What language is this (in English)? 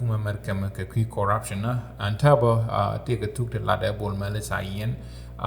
Nuer